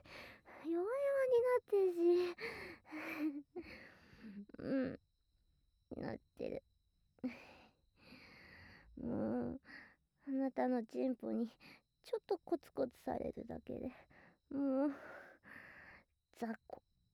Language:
Japanese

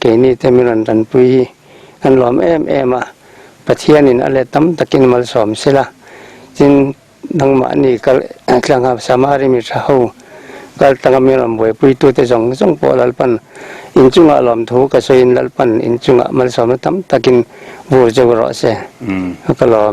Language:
Mizo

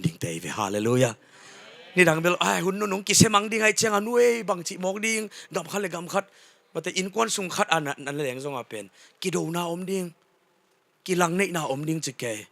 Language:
Tedim Chin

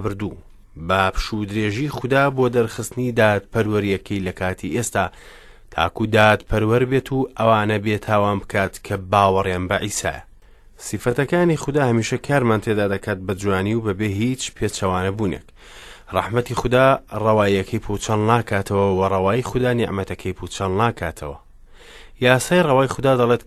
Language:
Central Kurdish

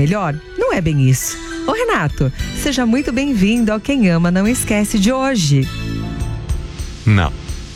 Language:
Portuguese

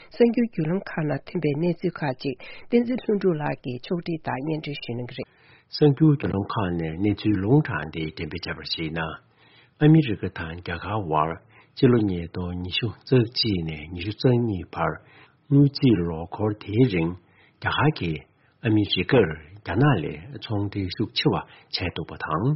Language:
Tibetan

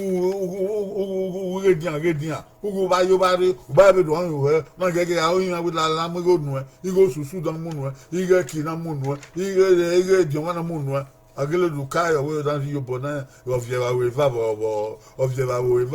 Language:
Bini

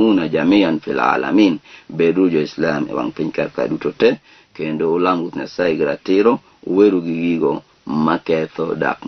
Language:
Luo (Kenya and Tanzania)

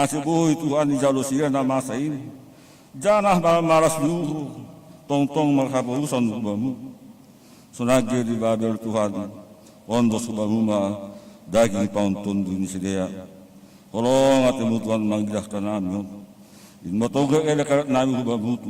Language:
Batak Simalungun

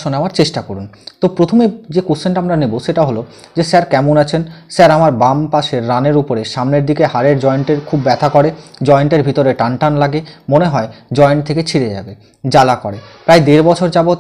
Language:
Bangla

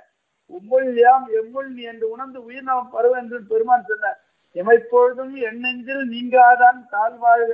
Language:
Tamil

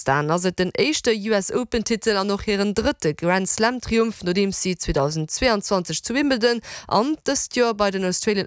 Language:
Luxembourgish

